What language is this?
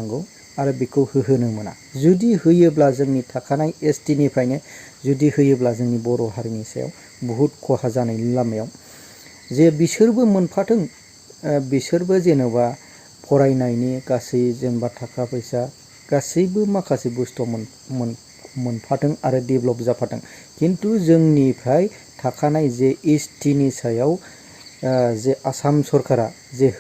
Bodo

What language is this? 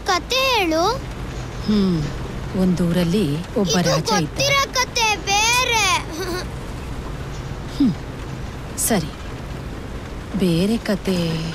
Kannada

